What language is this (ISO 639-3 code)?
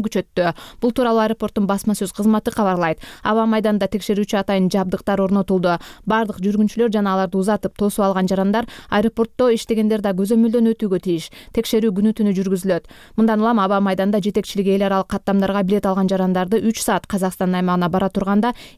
kir